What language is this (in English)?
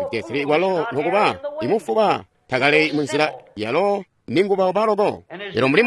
Tonga (Zambia)